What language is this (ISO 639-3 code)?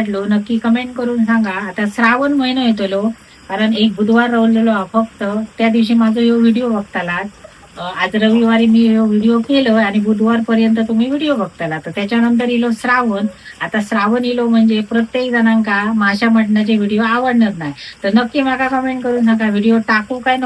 kok